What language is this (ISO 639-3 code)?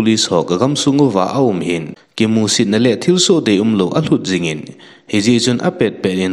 tcz